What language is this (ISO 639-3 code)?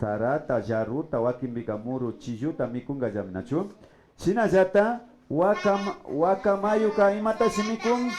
qvi